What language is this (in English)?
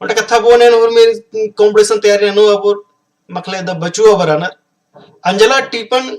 Kurukh